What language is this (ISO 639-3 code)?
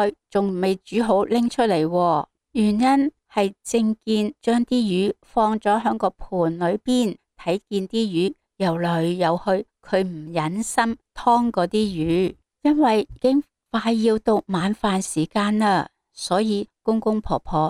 yue